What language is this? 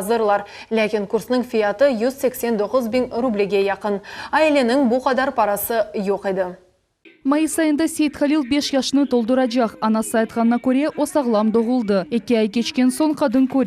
Crimean Tatar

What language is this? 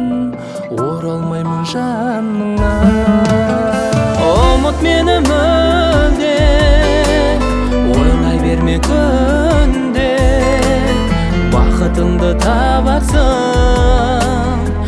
Kazakh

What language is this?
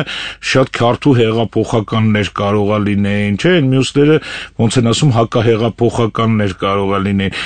Armenian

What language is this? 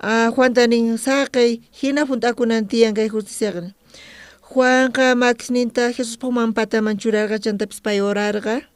South Bolivian Quechua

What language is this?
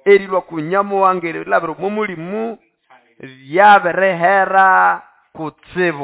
Nande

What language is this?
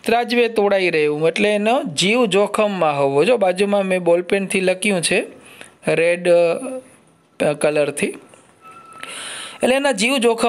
Gujarati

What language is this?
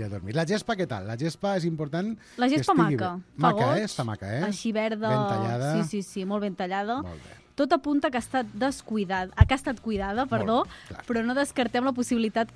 Catalan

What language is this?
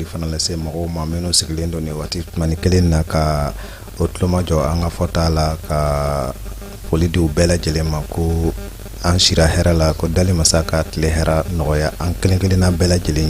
Bambara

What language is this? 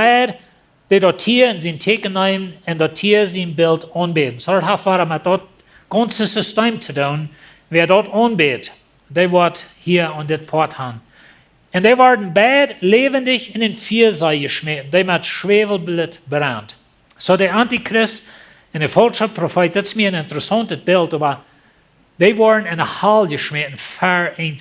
Plautdietsch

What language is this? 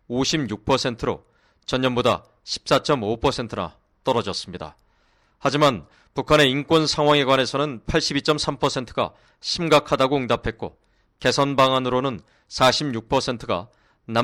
Korean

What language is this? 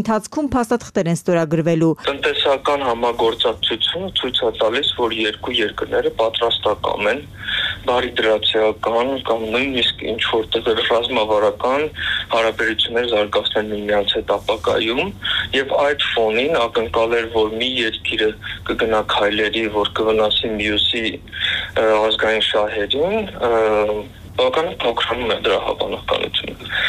Armenian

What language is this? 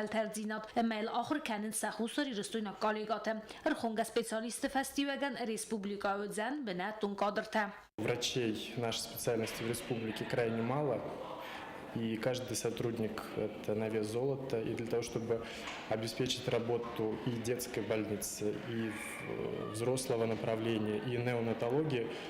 Ossetic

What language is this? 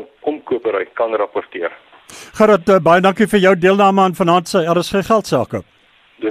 Afrikaans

